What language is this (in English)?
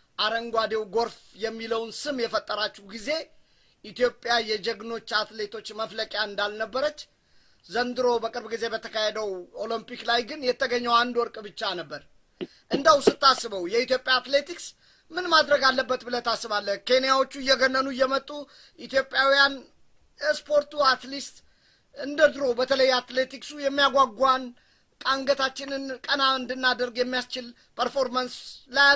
Amharic